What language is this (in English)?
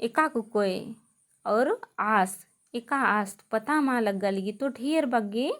Kurukh